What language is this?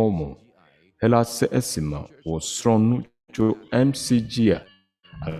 Ewe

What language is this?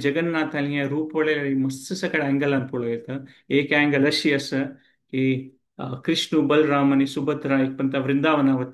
Konkani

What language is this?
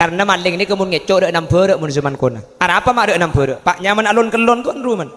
Madurese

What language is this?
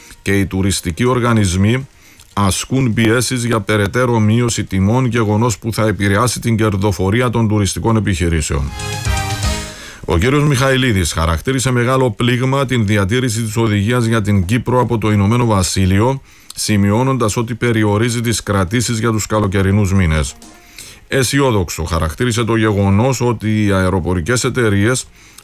Greek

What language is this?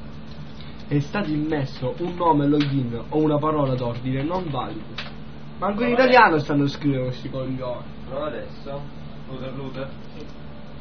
Italian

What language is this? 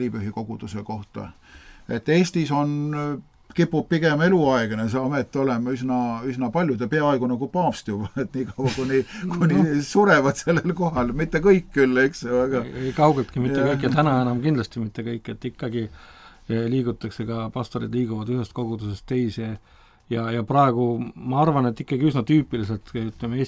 Estonian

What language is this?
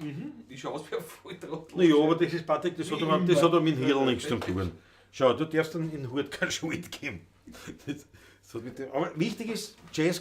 Bavarian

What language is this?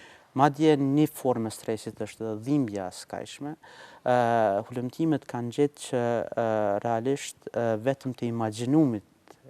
Albanian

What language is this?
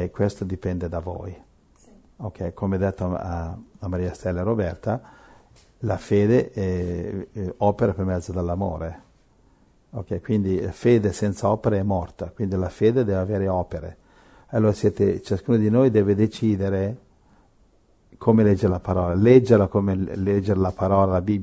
Italian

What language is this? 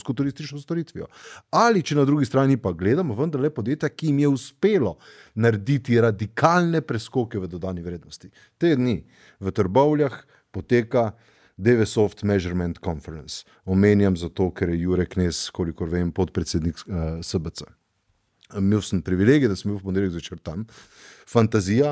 Slovenian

